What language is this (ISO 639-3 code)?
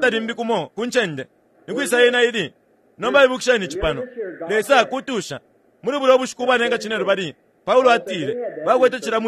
bem